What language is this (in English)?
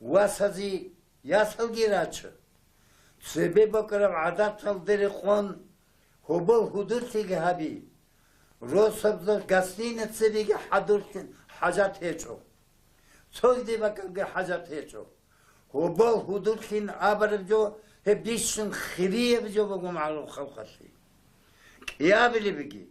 Avaric